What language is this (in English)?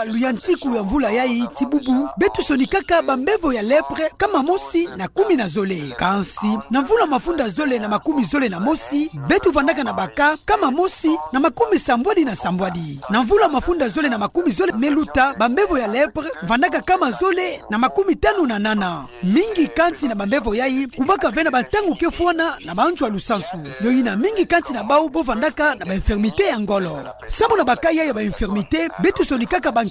Kituba (Democratic Republic of Congo)